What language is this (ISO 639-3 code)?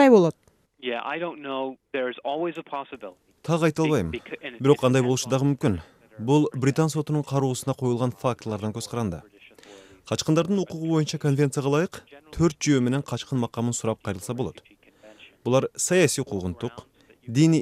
kir